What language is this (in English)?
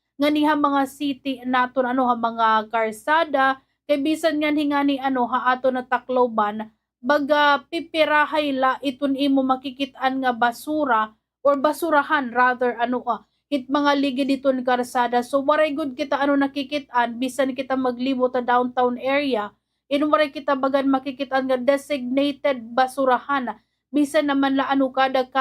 Waray